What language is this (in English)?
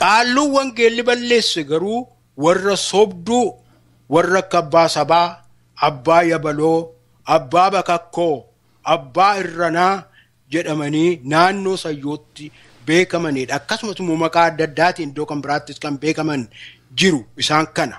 Oromo